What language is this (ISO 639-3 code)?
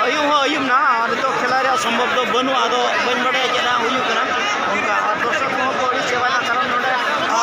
sat